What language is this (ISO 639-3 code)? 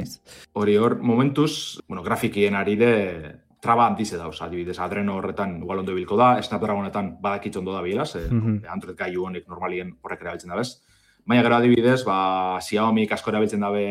eus